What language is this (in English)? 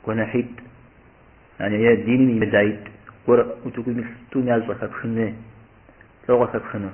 Kabardian